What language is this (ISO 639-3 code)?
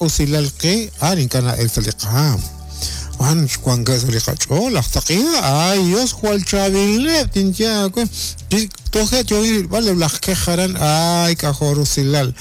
kek